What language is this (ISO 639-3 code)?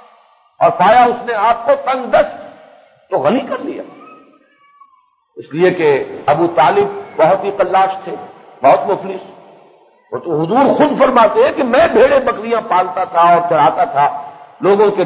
urd